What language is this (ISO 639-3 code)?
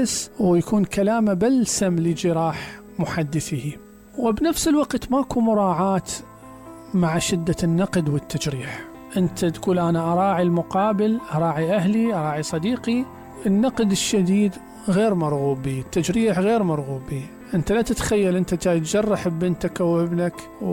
acm